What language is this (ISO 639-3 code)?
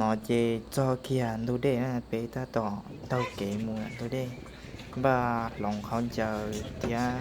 hmn